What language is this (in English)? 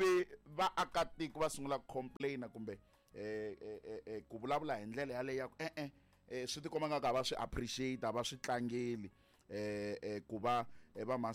Tsonga